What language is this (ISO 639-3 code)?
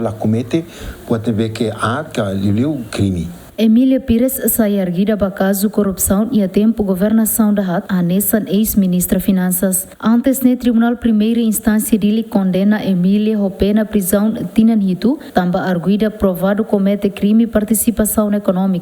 tet